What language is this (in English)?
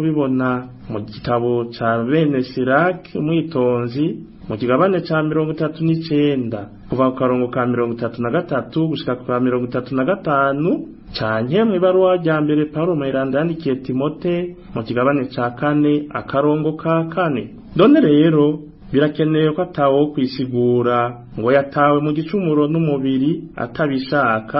Rundi